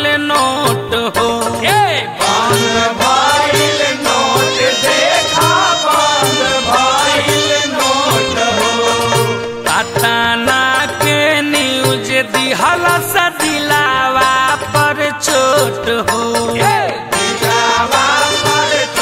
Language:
Bhojpuri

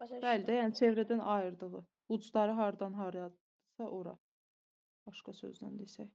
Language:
Azerbaijani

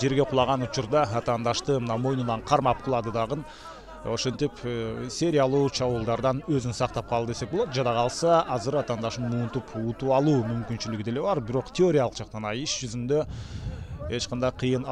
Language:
Kyrgyz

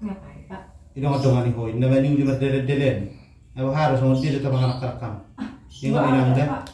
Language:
Batak Toba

